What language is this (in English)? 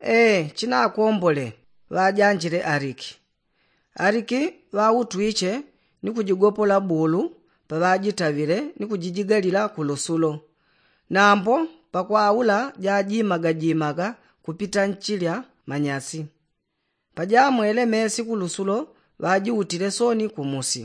Yao